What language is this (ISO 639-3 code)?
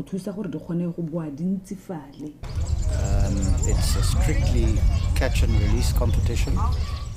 tsn